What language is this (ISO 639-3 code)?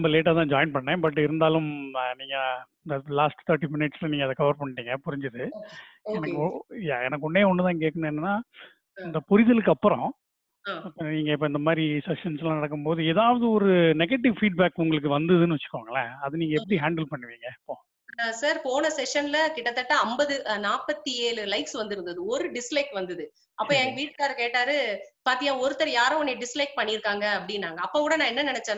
tam